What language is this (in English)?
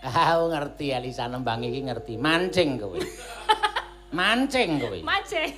Javanese